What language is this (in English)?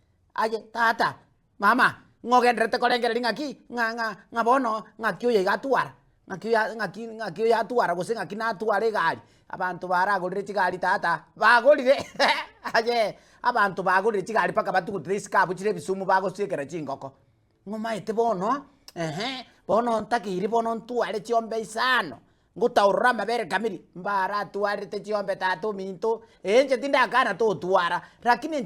Gusii